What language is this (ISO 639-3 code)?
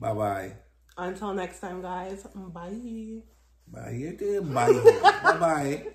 jam